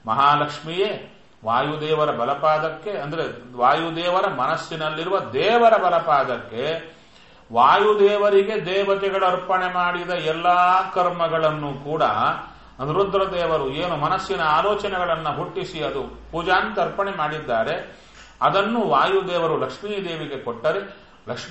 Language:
Kannada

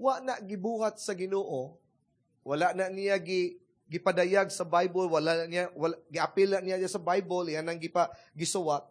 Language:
Cebuano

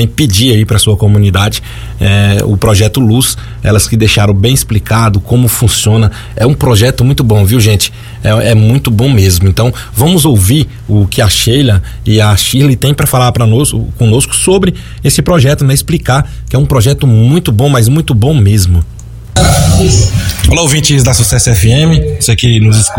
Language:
Portuguese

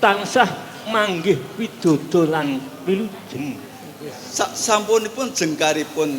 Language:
Javanese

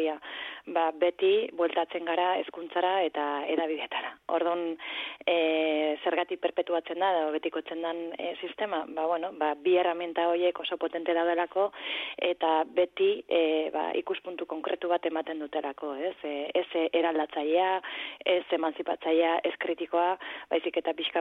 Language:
Basque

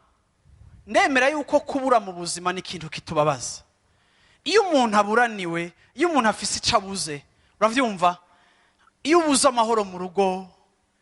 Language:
Rundi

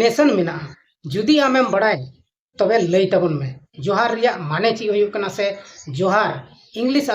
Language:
Santali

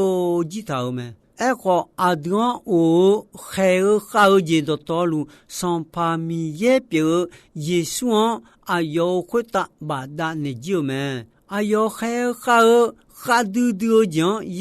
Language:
Akha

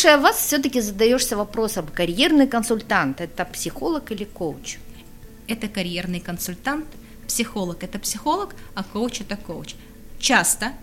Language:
Russian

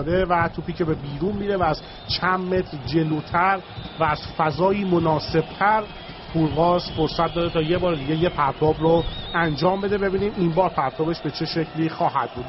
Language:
Persian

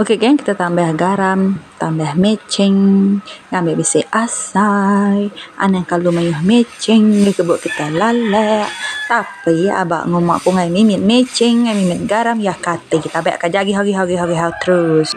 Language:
Iban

